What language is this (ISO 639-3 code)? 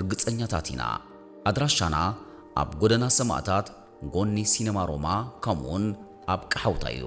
tir